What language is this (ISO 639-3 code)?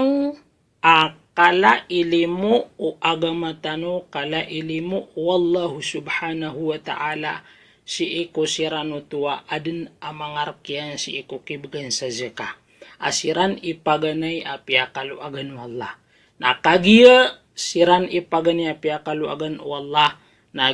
mrw